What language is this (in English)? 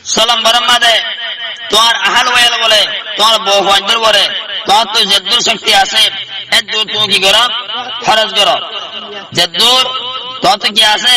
Rohingya